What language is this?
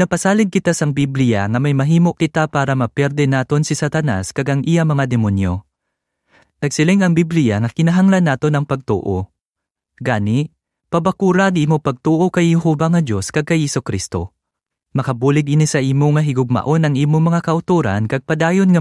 Hiligaynon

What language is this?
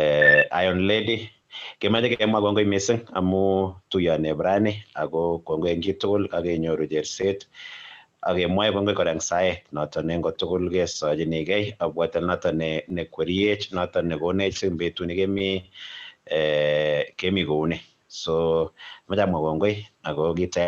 Kalenjin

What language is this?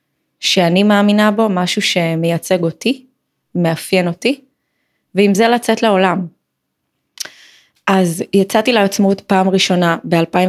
Hebrew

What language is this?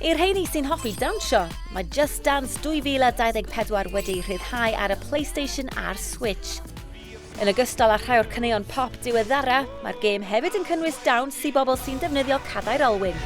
Welsh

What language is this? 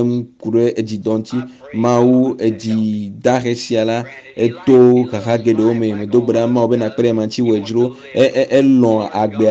Ewe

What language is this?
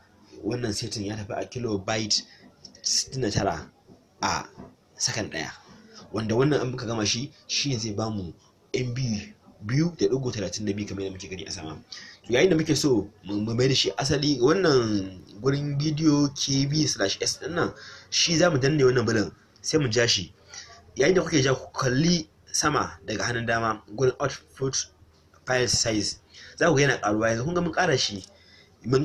Hausa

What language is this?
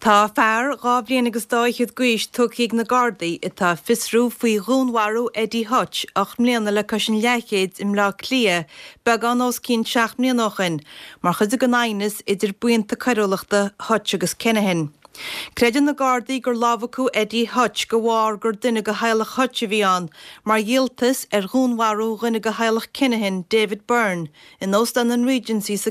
Irish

